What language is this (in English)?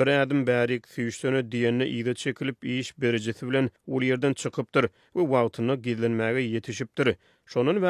Turkmen